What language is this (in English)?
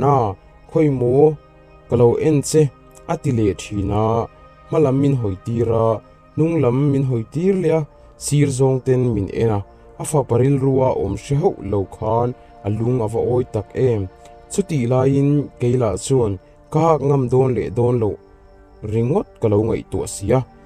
Mizo